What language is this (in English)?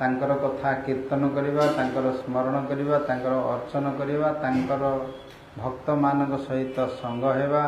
Odia